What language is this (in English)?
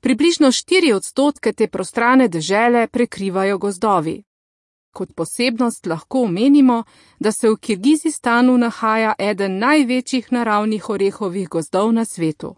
Slovenian